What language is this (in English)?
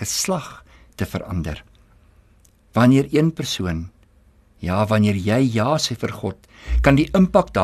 Afrikaans